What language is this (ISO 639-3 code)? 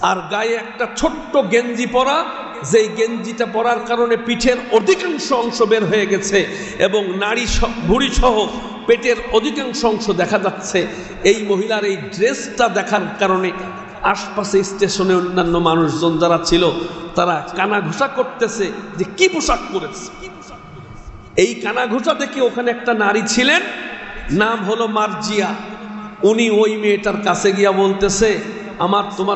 ben